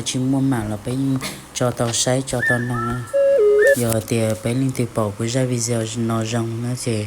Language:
Hmong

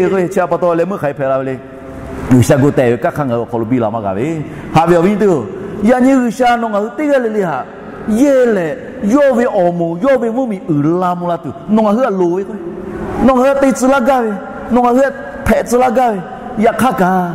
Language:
Lahu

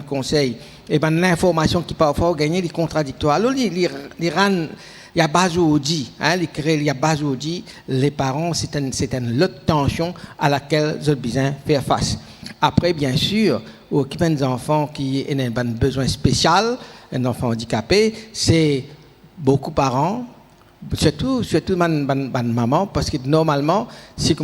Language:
Morisyen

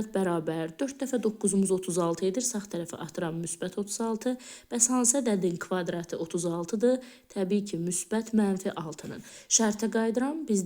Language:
Azerbaijani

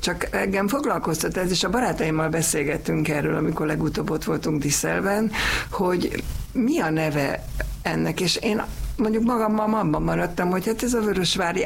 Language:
Hungarian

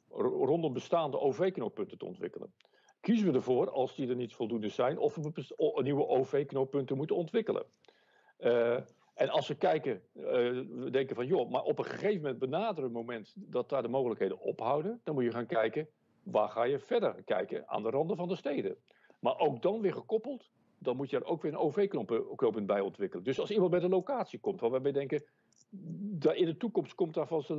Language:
Dutch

